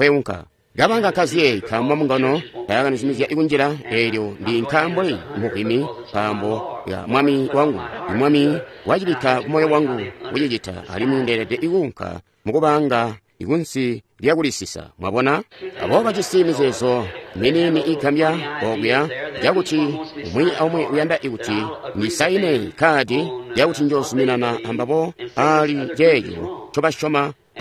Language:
Tonga (Zambia)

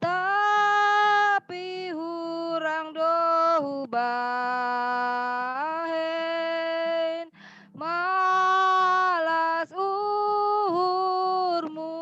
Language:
Batak Simalungun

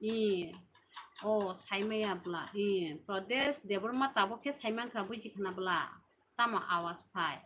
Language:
Kok Borok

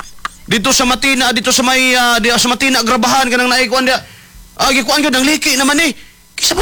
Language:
Cebuano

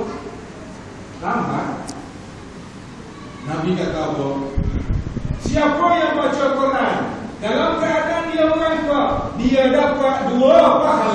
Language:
Malay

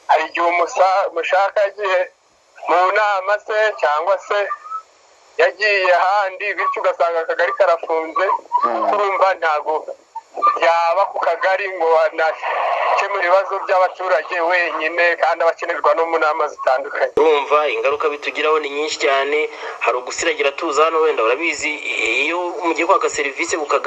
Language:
Kinyarwanda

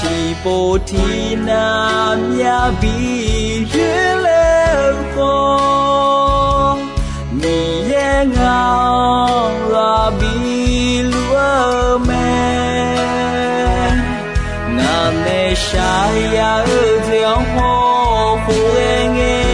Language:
Akha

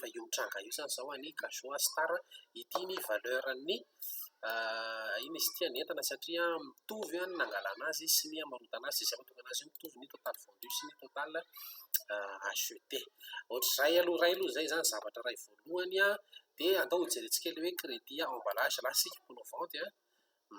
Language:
Malagasy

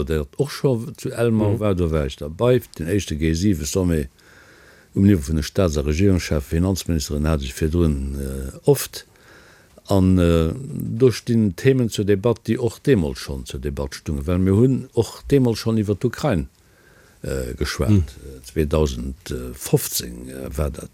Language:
Luxembourgish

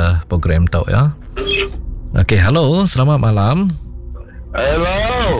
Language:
Iban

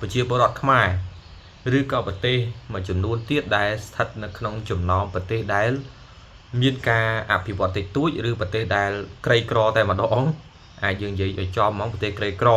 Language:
Khmer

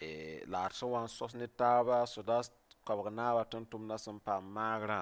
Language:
Mossi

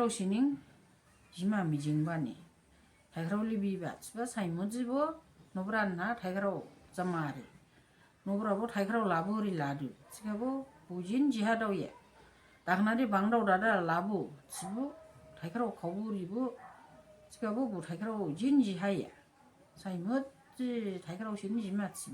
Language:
Dimasa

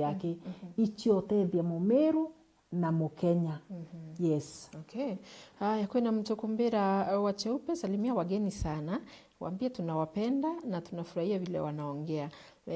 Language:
Meru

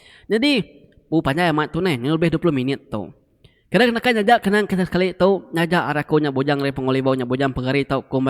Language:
Iban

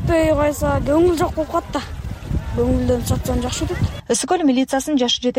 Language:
Kyrgyz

